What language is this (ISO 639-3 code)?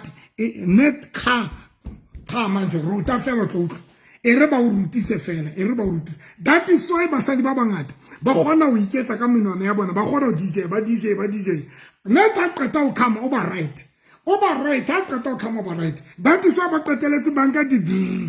sot